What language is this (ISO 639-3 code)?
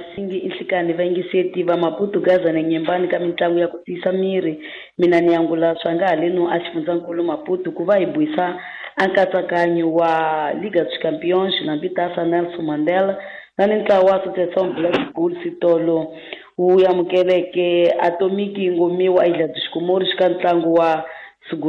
tso